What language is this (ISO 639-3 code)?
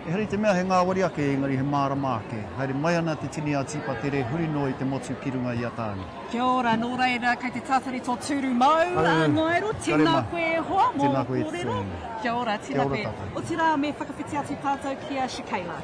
mri